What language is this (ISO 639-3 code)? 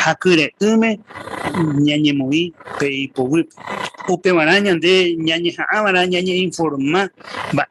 grn